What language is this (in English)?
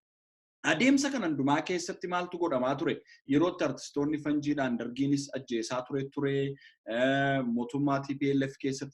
Oromo